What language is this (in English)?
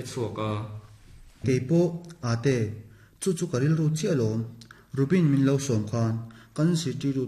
Mizo